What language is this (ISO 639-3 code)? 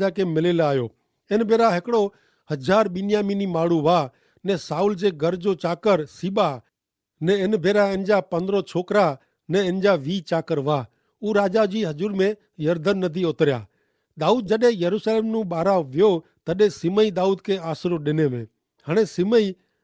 kfr